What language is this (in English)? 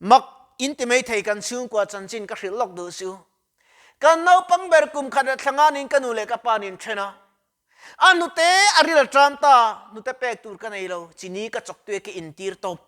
Mizo